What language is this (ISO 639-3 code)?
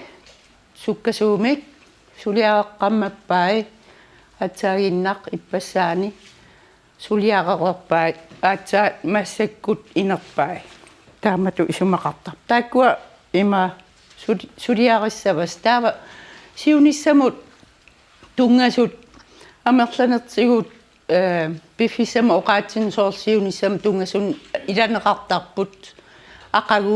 kal